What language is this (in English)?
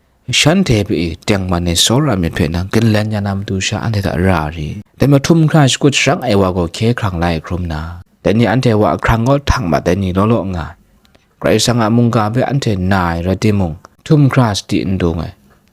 Kachin